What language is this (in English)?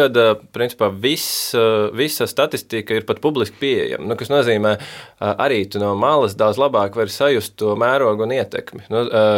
Latvian